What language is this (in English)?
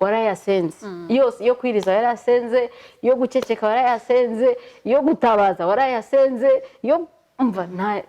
Kinyarwanda